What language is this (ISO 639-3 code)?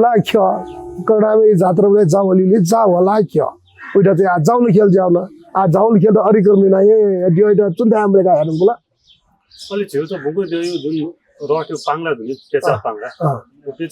new